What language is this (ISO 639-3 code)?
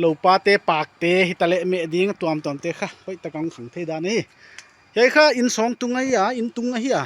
pck